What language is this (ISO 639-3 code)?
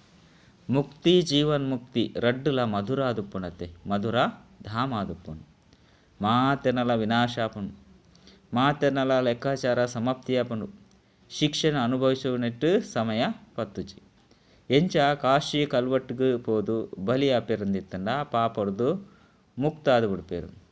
tcy